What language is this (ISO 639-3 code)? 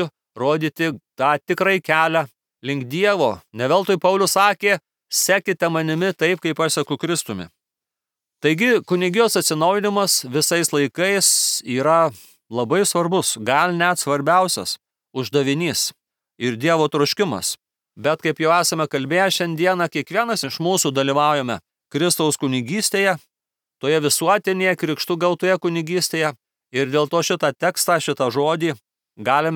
lit